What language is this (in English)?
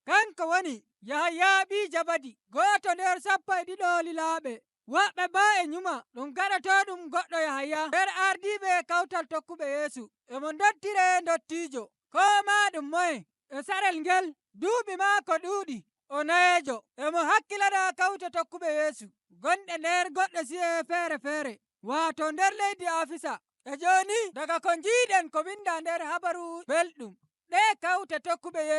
Nigerian Fulfulde